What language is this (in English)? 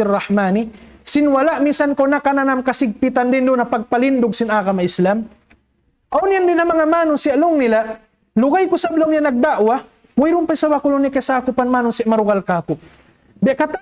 Tausug